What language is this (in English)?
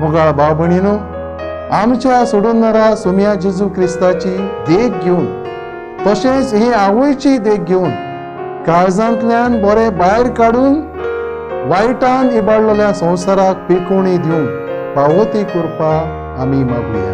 Konkani